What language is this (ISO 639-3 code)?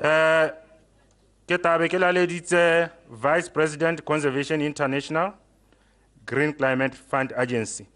tsn